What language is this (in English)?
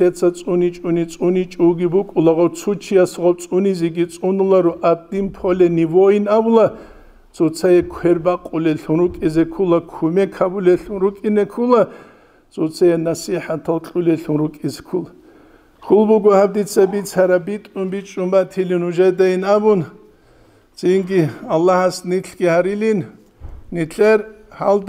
Avaric